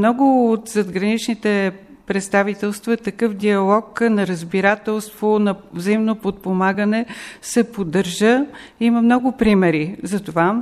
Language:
Bulgarian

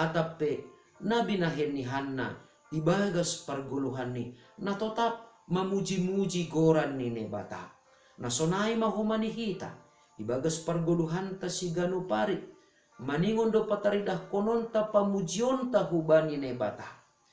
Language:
Batak Simalungun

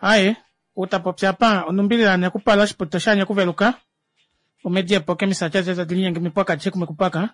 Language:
Kuanyama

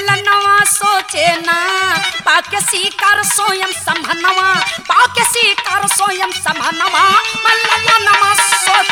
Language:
Bhojpuri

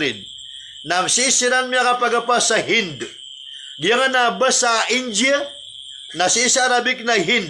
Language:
Maranao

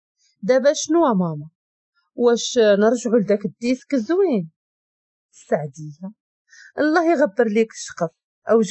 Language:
Moroccan Arabic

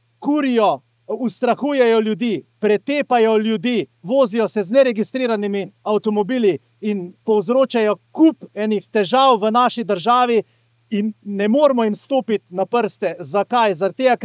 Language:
Slovenian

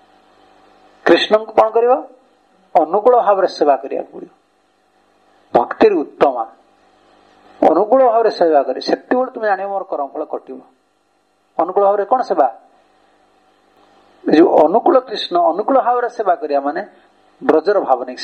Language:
Odia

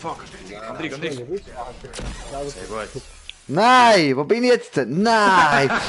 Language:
Swiss German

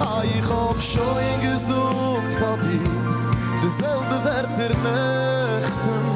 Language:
Yiddish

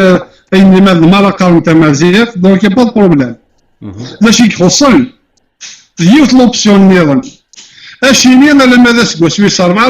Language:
Kabyle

